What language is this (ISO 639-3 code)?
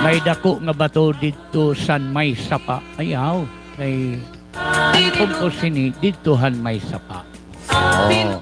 war